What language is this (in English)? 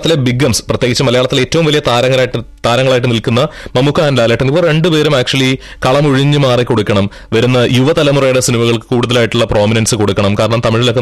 Malayalam